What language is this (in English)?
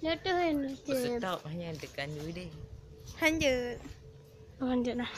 Achinese